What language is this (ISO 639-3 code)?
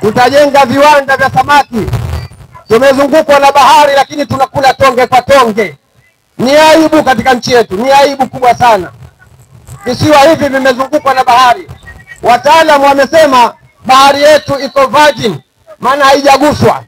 swa